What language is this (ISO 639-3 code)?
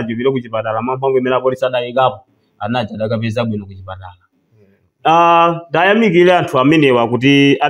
nya